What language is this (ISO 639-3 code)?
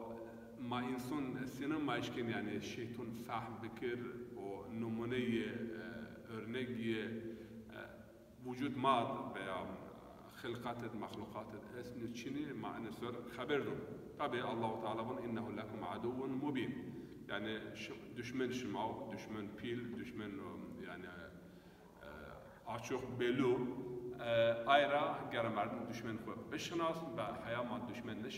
zza